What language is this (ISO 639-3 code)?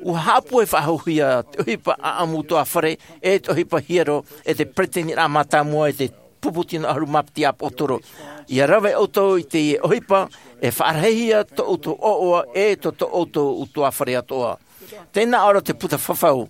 tah